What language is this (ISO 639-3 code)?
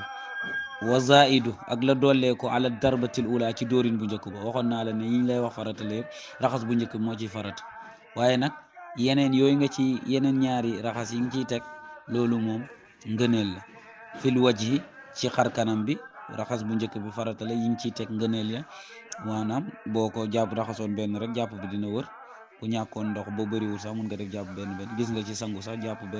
wol